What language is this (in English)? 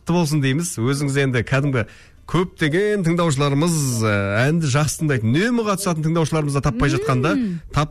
Kazakh